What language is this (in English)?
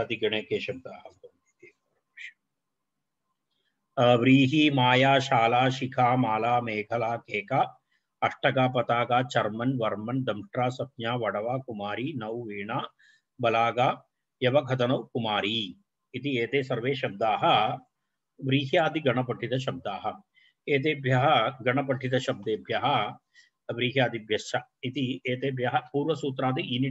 Sanskrit